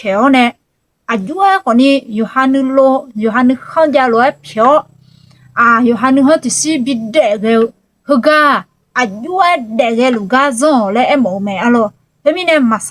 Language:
Akha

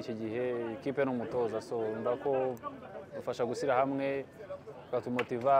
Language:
Kinyarwanda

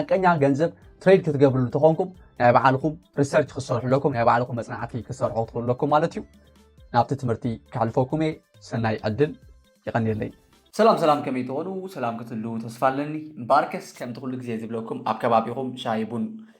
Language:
Tigrinya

